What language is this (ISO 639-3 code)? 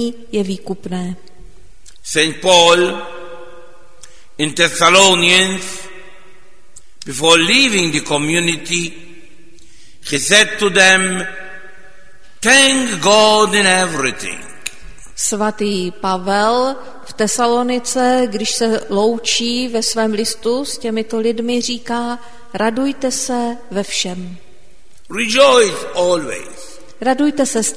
ces